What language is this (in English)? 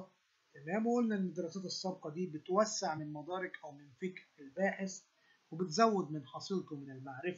Egyptian Arabic